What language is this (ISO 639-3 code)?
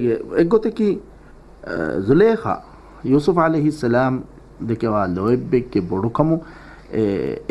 div